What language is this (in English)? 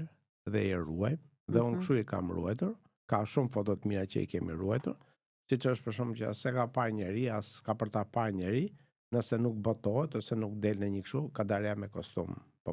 Albanian